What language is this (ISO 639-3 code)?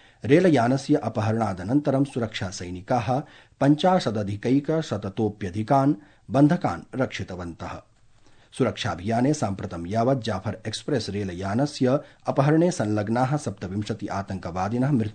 san